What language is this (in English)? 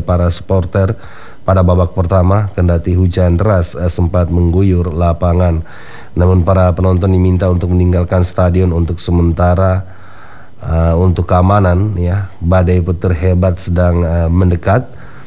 Indonesian